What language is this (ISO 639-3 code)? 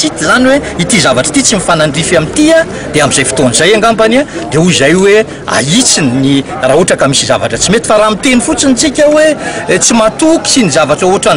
mlg